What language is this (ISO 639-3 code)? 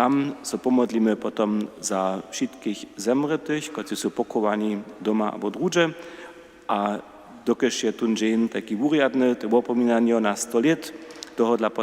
hsb